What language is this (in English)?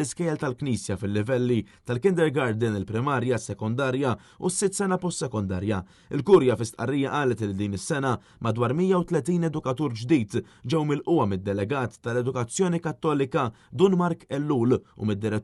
Maltese